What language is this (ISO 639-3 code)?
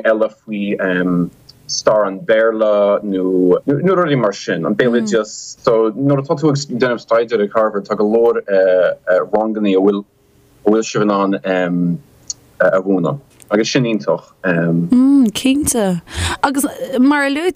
gle